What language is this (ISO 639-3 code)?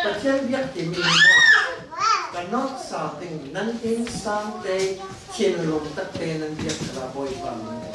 cfm